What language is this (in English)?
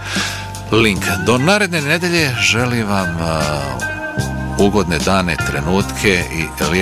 Bosnian